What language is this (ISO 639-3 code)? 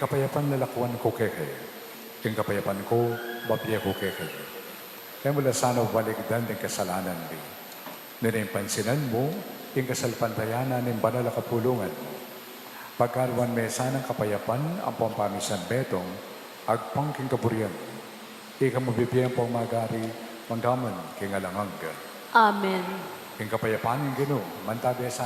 pam